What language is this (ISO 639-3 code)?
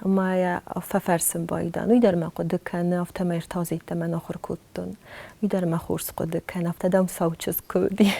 oss